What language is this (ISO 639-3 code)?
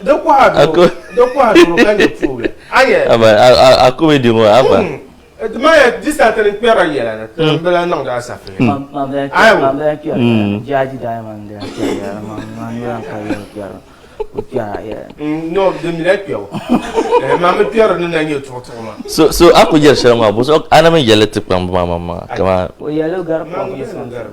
dag